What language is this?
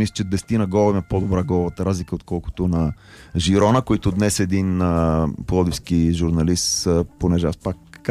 Bulgarian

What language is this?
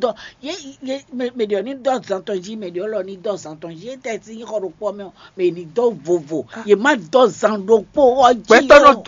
Fon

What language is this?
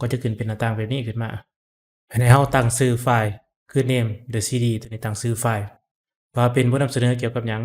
Lao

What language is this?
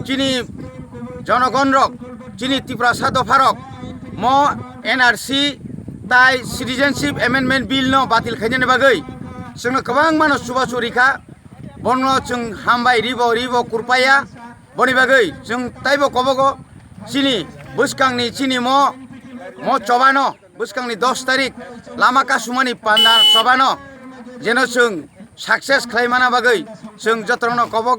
Kok Borok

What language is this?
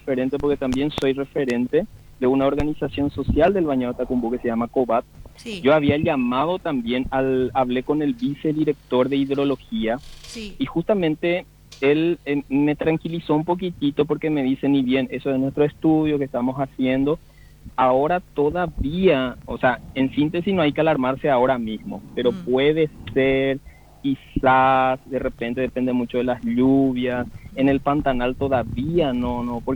Spanish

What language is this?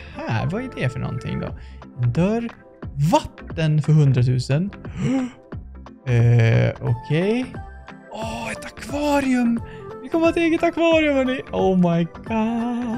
Swedish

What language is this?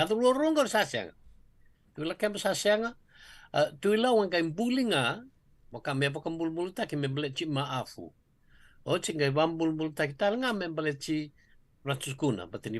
Fijian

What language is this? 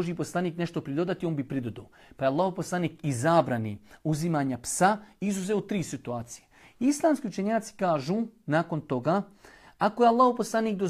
Bosnian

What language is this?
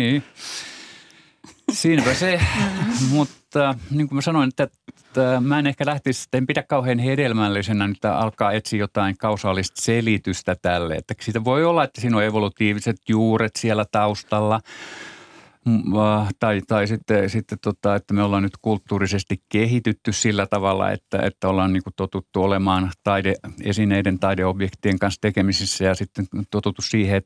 Finnish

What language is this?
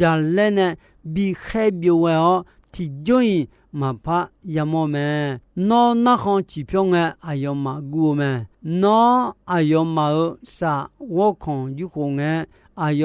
Akha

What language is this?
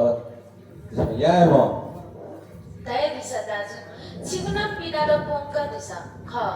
Newari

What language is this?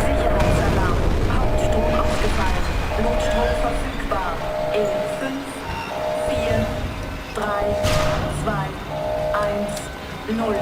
Bavarian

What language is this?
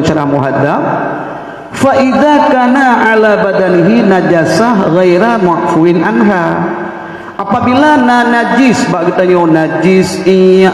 Achinese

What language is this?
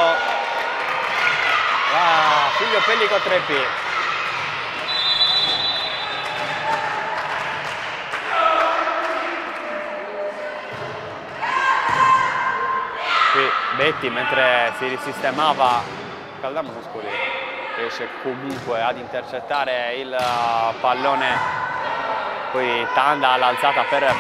Italian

